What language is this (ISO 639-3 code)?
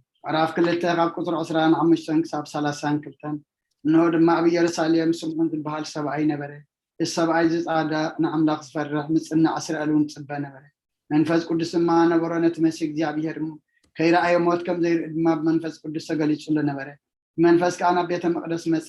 tir